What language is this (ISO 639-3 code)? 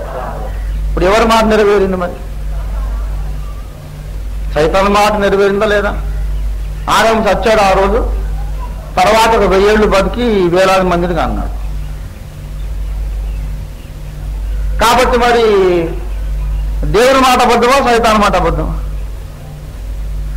tel